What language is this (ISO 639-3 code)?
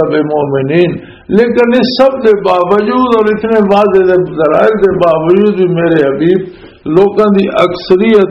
lah